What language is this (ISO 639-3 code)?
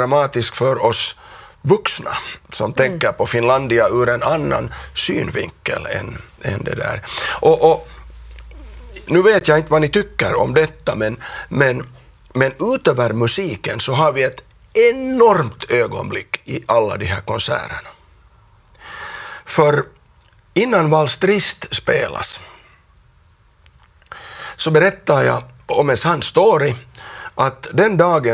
swe